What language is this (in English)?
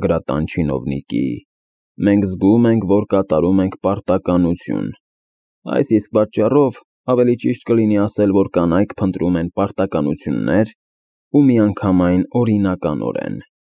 Armenian